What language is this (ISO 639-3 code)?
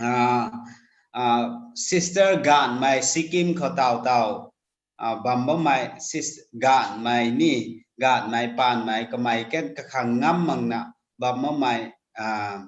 nbu